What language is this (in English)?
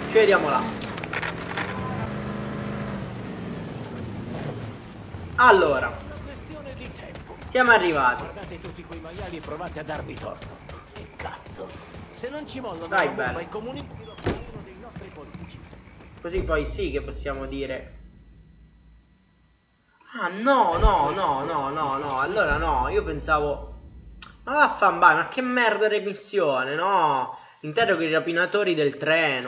Italian